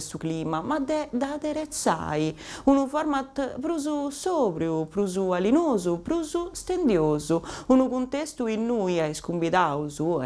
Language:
Sardinian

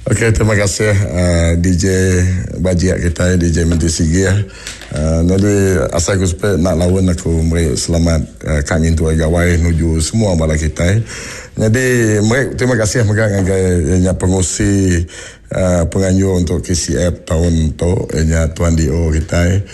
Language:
Iban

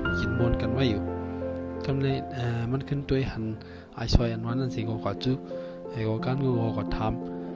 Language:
Shan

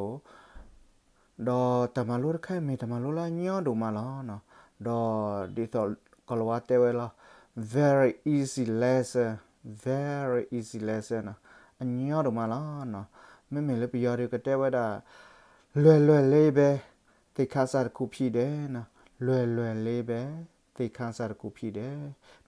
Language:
S'gaw Karen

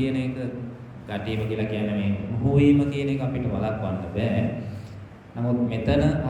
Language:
Sinhala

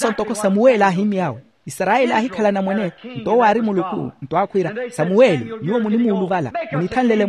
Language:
Makhuwa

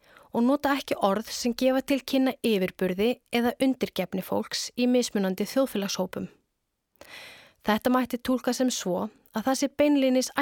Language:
Icelandic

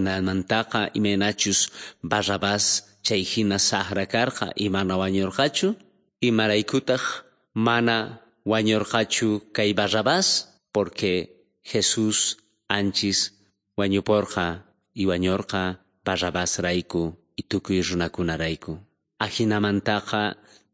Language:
South Bolivian Quechua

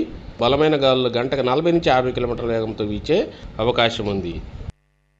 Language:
Telugu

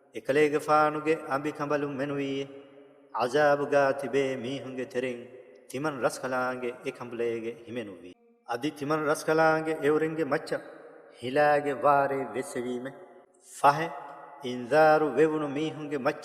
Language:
Divehi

